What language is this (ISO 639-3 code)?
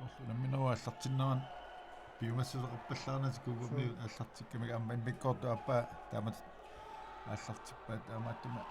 kal